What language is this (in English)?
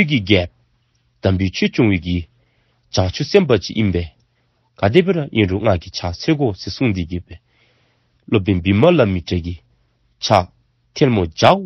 Dzongkha